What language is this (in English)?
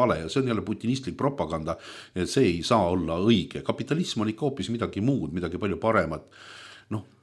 Estonian